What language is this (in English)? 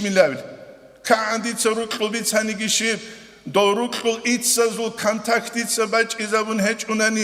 Avaric